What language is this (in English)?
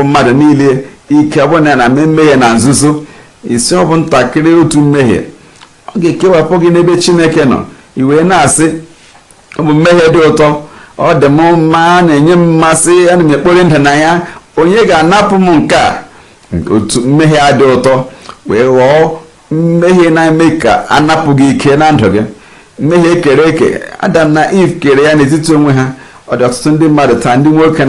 Igbo